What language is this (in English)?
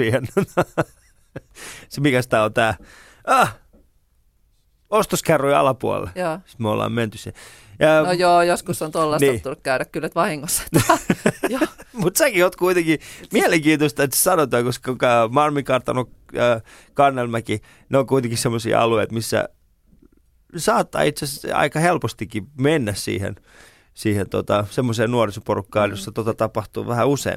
Finnish